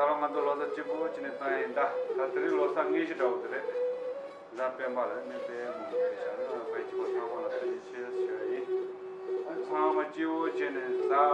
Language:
Tibetan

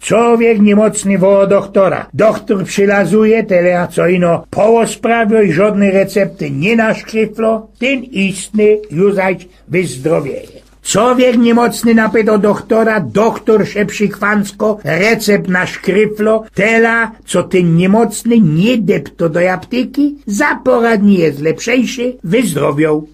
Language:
Silesian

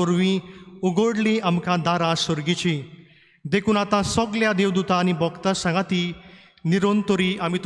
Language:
Konkani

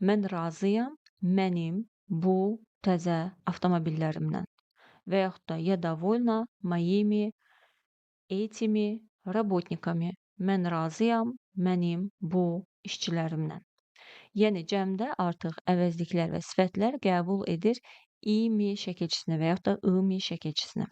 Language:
Azerbaijani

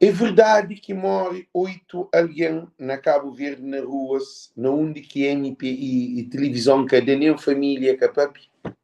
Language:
Kabuverdianu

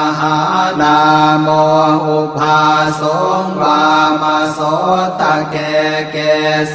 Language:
Pali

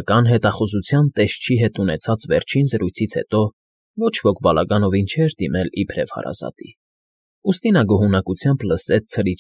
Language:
Armenian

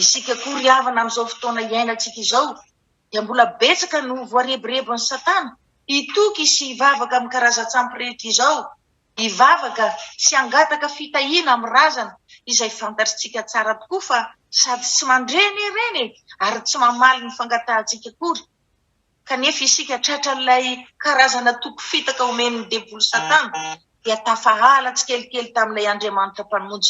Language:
Malagasy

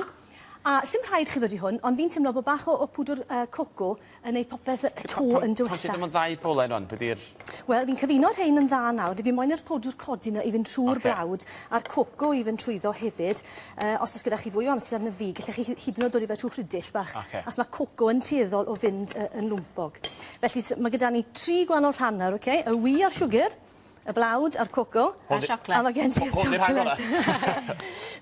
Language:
Welsh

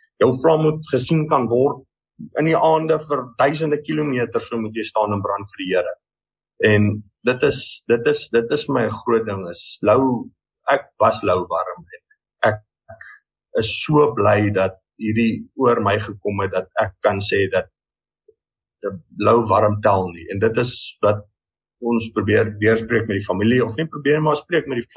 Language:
Afrikaans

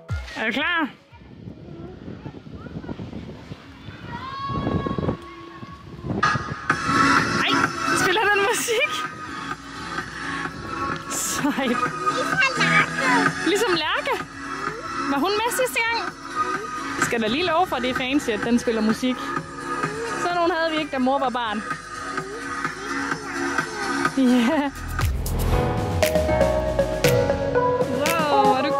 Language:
Danish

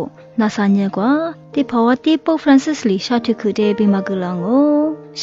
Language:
Lisu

